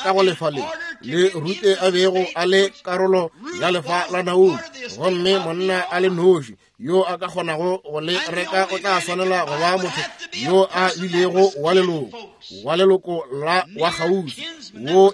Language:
Northern Sotho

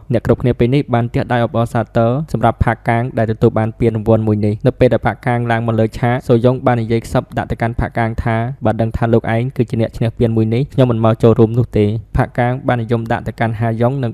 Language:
Khmer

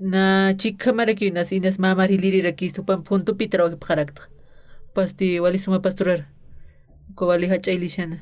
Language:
Aymara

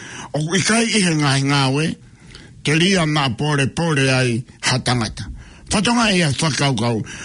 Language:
Tongan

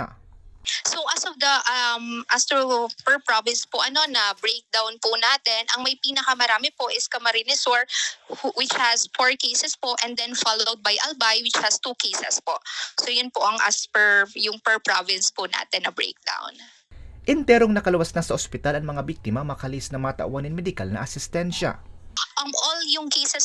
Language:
Bikol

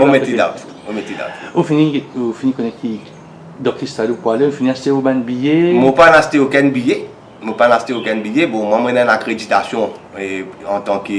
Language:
Morisyen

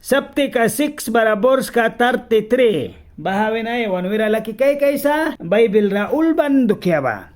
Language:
Mískito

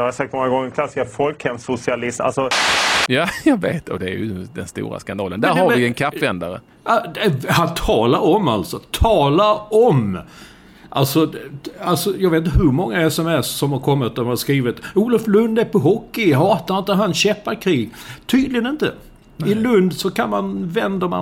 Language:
Swedish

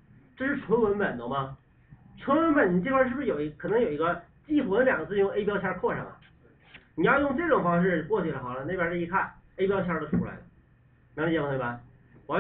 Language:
Chinese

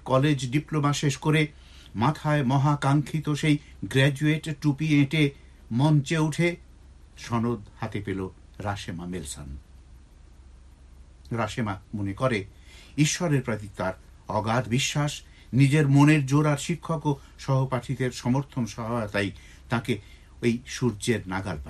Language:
Bangla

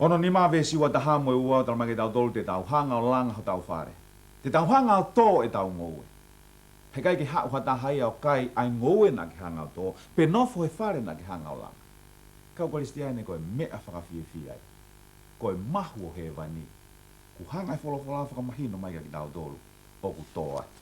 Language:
Tongan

